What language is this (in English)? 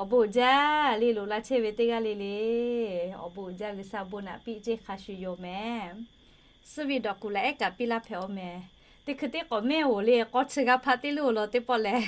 Lahu